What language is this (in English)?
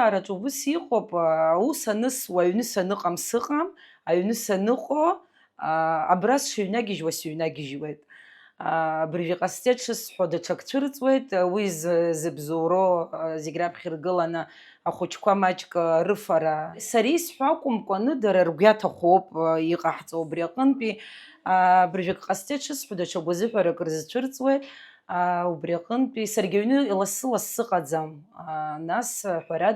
Abkhazian